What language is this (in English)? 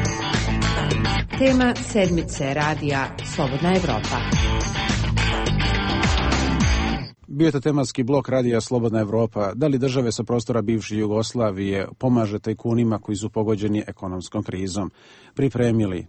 Serbian